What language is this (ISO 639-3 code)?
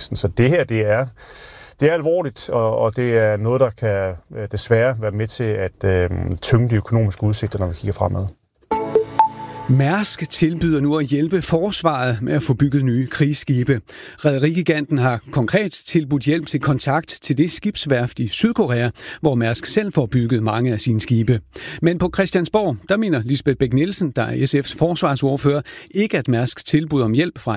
dan